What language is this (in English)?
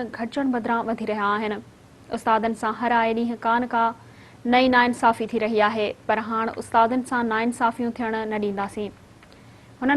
Sindhi